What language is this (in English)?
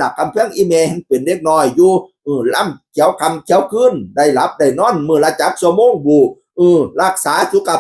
Northeastern Thai